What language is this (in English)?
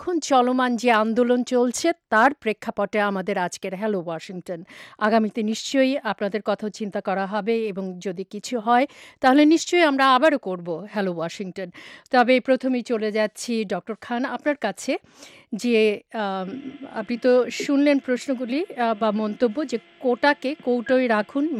Bangla